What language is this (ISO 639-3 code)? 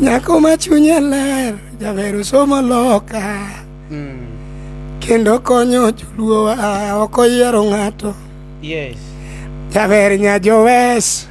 luo